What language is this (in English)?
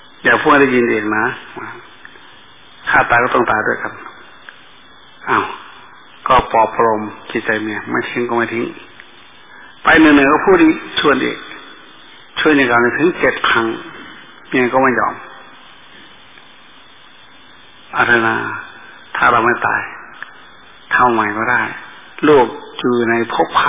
Thai